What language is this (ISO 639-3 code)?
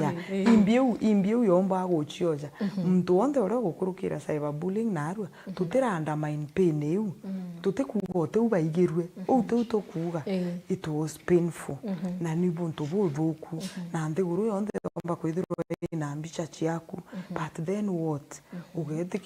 mer